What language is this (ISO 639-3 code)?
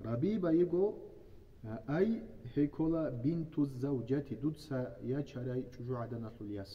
ava